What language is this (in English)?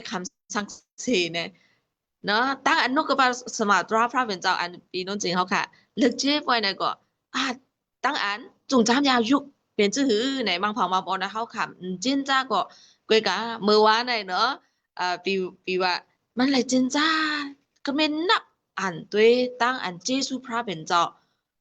Shan